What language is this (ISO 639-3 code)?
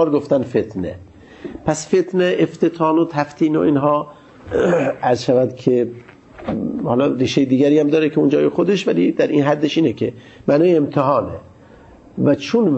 fas